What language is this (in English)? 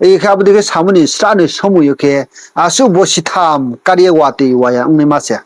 Riang (India)